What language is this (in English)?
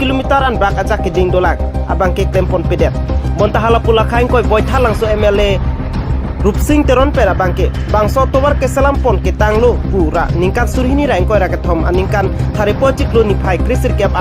Karbi